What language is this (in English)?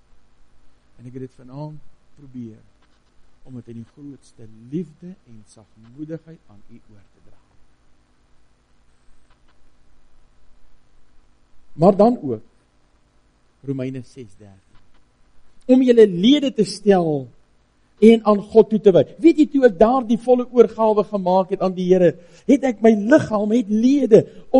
Afrikaans